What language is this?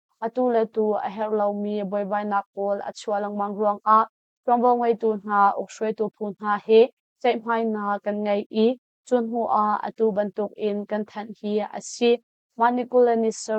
Hakha Chin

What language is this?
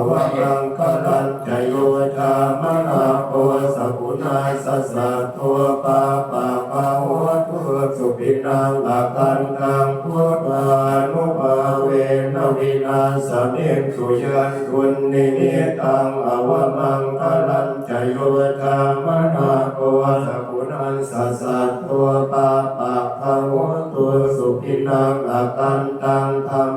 Pali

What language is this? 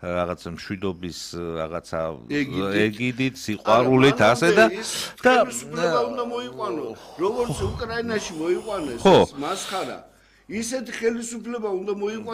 Georgian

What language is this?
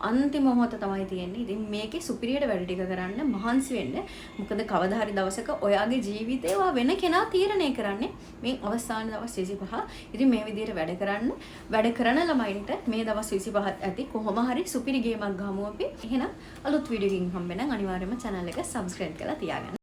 Sinhala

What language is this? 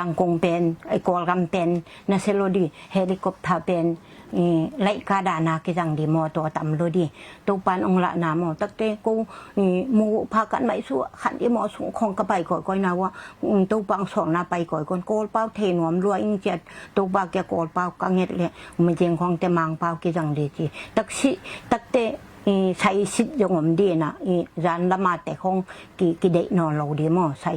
Tedim Chin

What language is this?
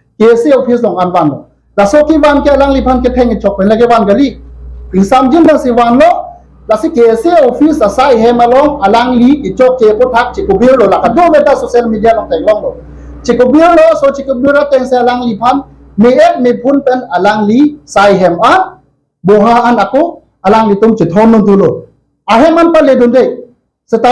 Karbi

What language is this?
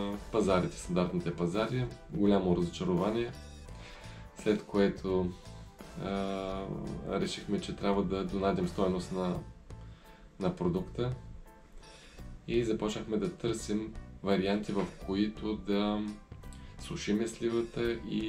Bulgarian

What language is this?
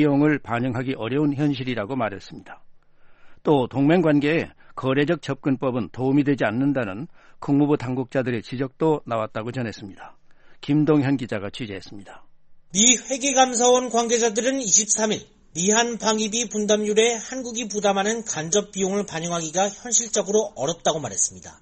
Korean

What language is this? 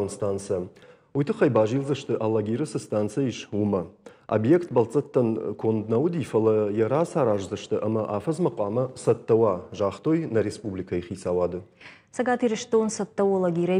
Ossetic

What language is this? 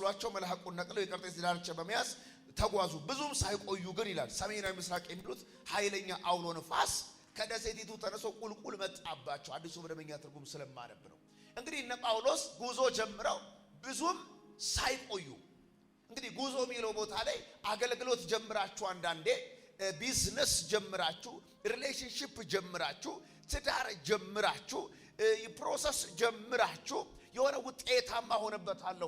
Amharic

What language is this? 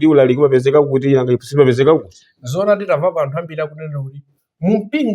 Nyanja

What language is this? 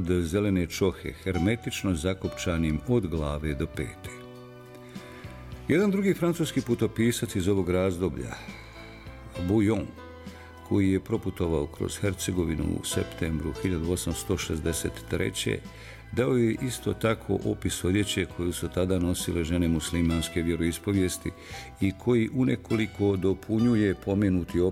Bosnian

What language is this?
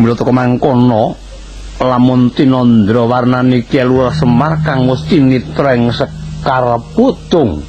Javanese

